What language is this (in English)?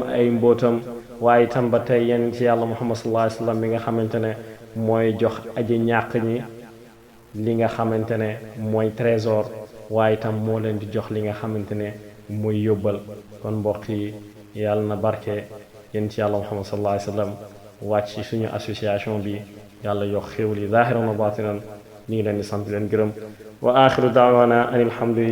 Wolof